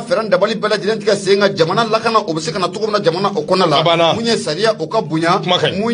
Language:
Bambara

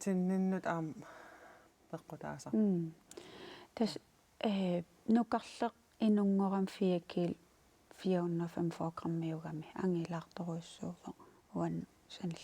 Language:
Kalaallisut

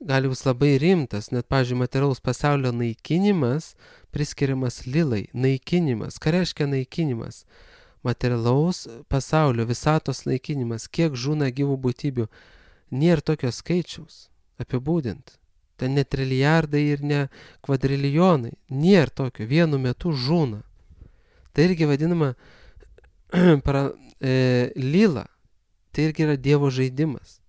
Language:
Lithuanian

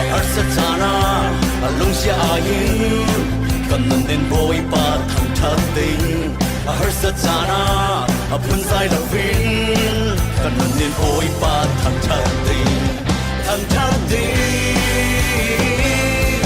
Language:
Falam Chin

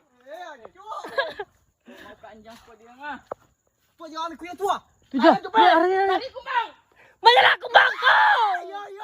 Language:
Minangkabau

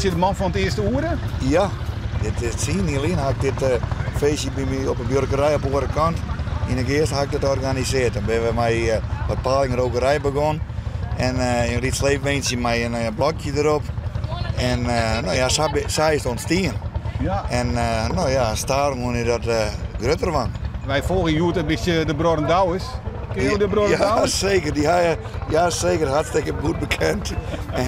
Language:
Western Frisian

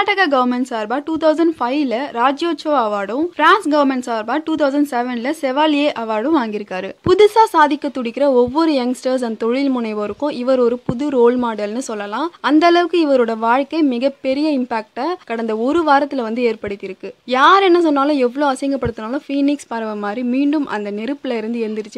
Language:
Tamil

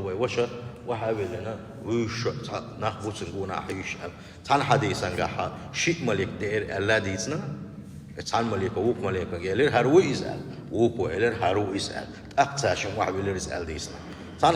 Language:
Chechen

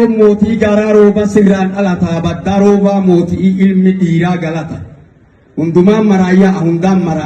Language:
Oromo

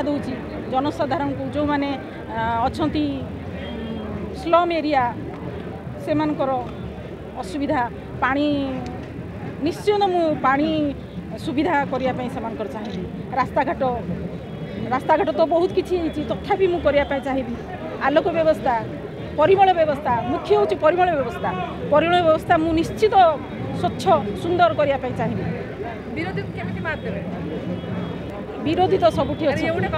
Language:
Odia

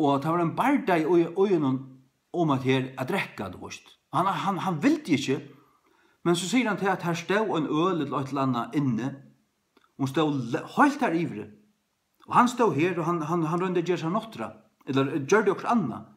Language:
Faroese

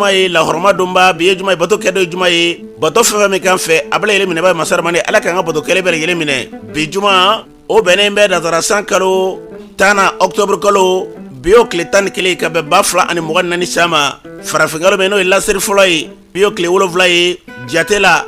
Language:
Bambara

